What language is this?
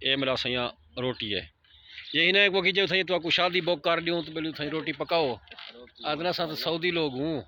Saraiki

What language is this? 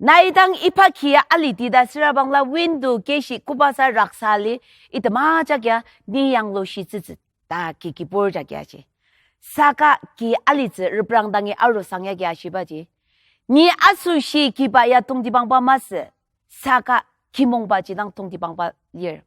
Ao Naga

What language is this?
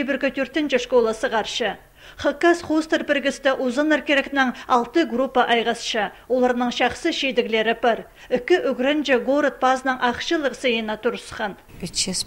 Khakas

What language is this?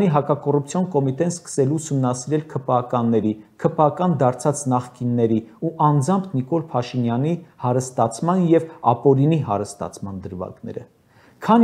Armenian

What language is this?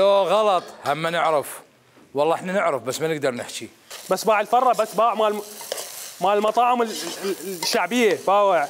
Mesopotamian Arabic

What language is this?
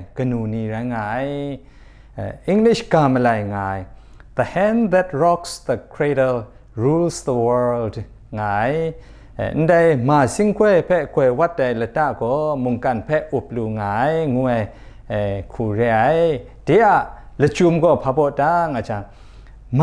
Kachin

